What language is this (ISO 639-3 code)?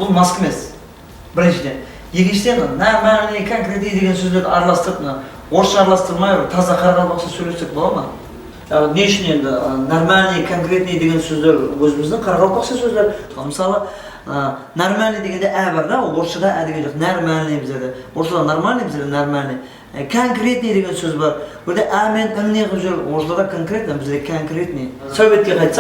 kaa